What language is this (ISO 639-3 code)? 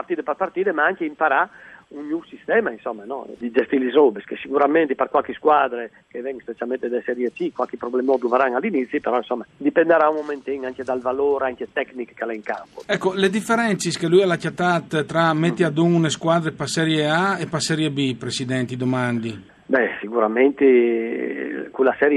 fur